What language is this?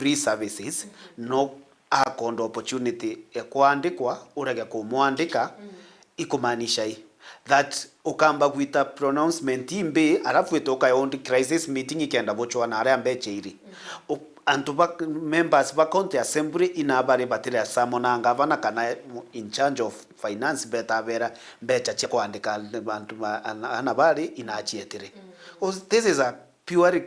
Meru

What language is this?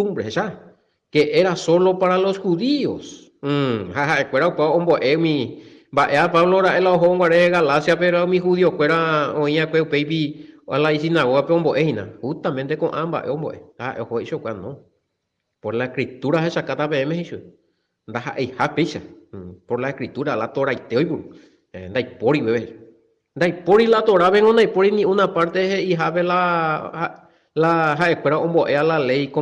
Guarani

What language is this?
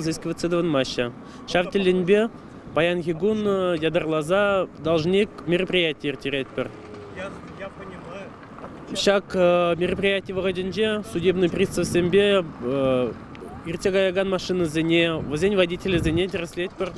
Chuvash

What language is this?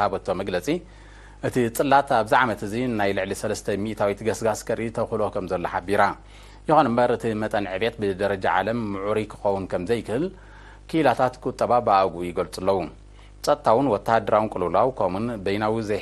Tigrinya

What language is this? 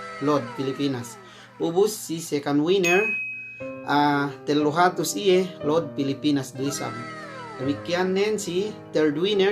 Yakan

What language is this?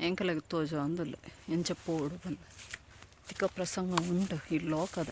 Tulu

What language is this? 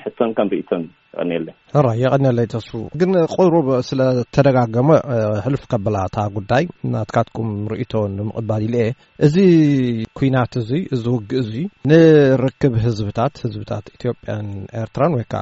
Tigrinya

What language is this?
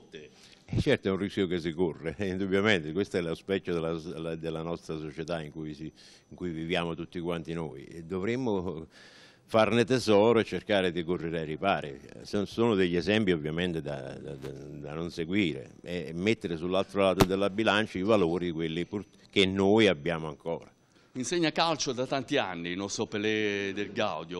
Italian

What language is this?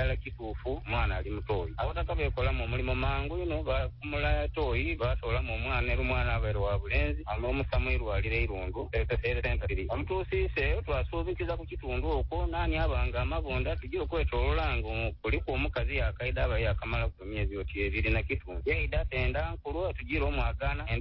Nyoro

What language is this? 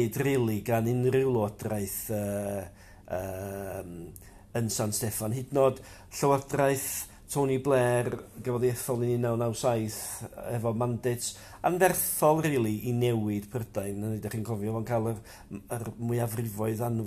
Welsh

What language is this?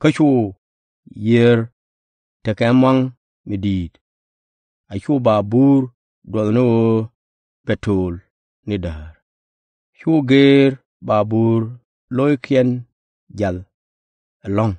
Nuer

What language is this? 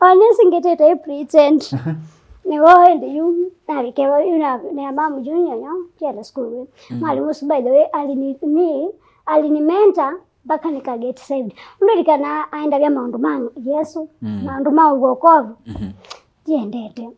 Kamba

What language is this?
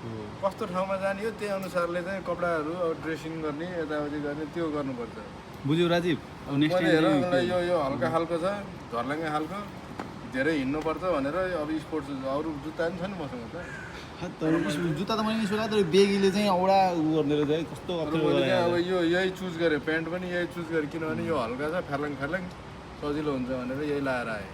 Nepali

